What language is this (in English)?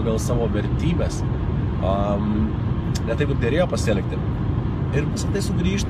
Lithuanian